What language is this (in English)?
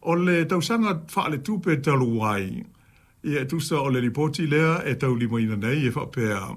Samoan